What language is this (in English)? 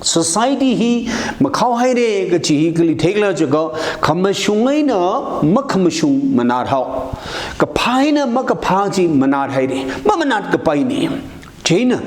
Tangkhul Naga (India)